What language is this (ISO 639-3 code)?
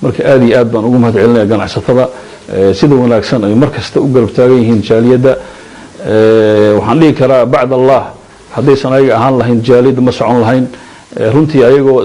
som